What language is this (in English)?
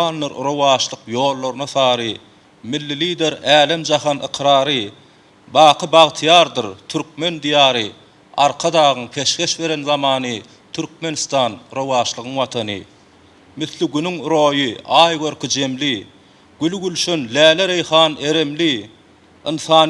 Turkmen